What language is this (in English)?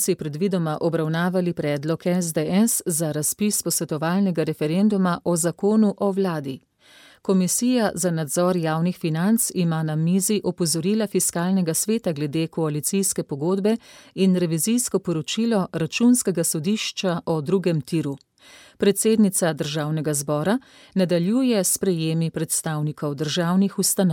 Slovenian